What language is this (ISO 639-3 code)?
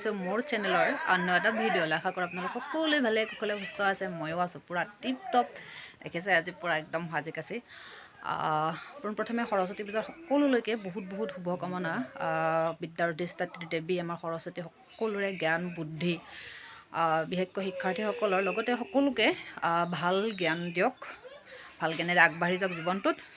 asm